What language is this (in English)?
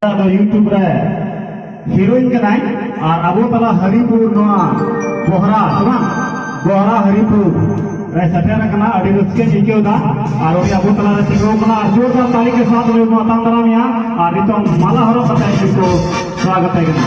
Santali